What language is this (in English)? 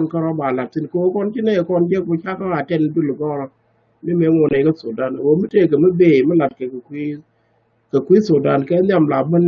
Nuer